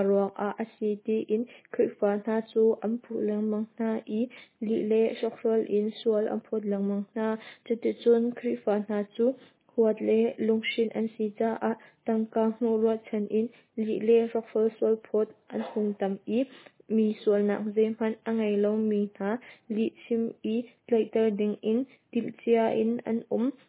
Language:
Hakha Chin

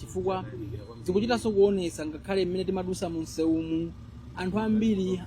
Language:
Nyanja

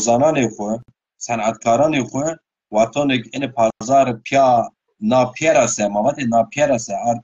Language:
Zaza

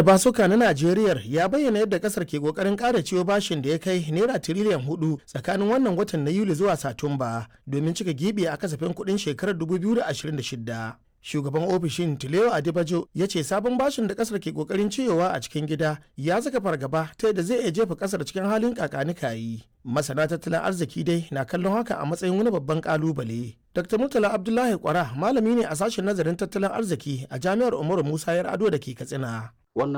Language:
Hausa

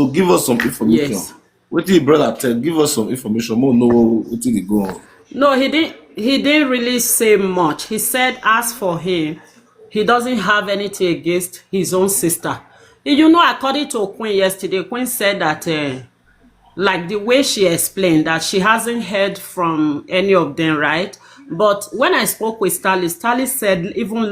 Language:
Nigerian Pidgin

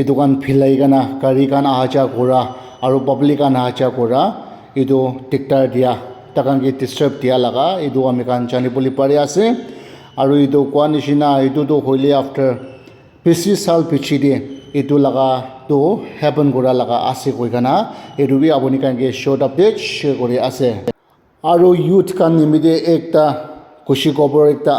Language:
Naga Pidgin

